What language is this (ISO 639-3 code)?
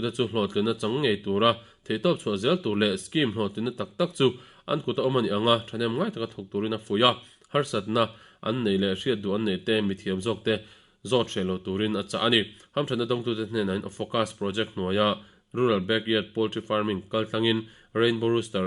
lus